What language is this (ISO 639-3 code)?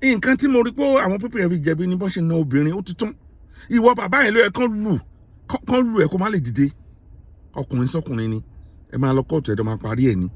yor